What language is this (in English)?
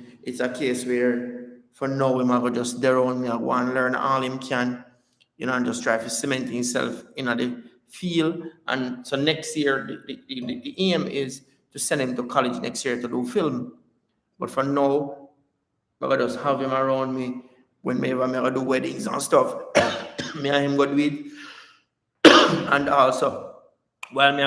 Jamaican Creole English